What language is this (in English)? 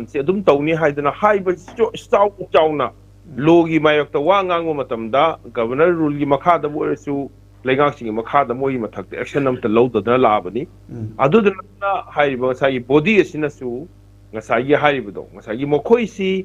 Manipuri